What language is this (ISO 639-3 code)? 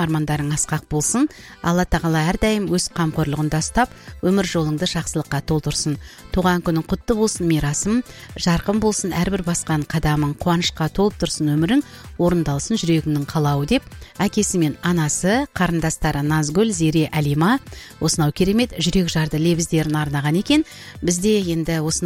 kaz